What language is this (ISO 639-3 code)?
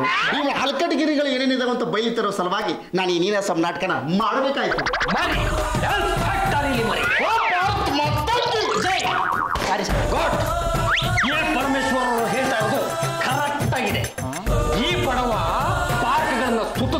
kan